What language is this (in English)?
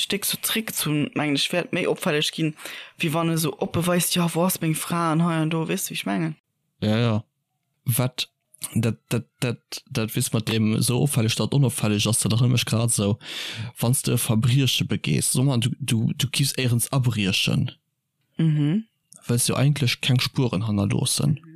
Luxembourgish